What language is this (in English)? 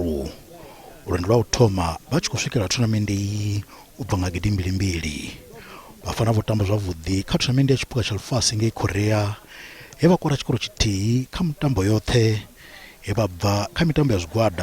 Venda